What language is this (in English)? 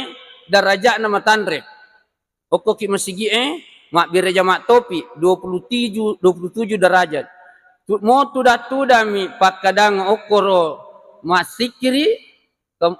Buginese